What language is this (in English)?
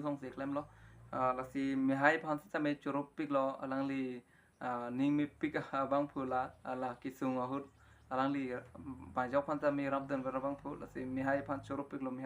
Karbi